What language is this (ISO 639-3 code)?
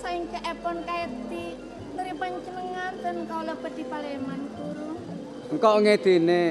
mad